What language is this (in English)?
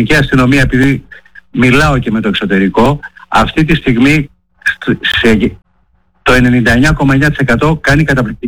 Greek